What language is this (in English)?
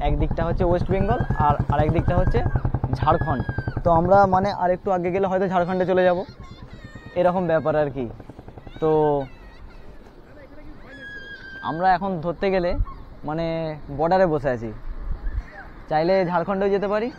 Bangla